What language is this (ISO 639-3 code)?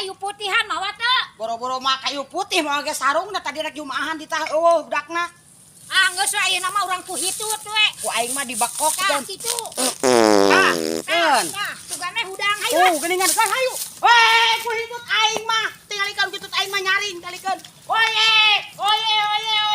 sun